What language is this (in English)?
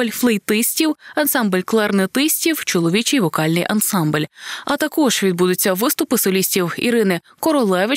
Ukrainian